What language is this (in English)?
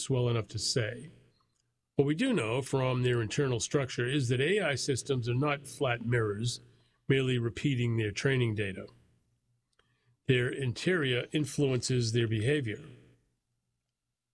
English